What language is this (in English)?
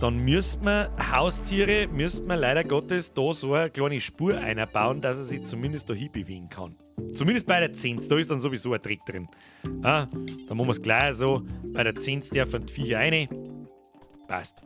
Bavarian